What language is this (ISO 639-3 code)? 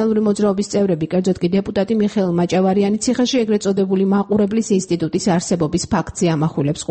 kat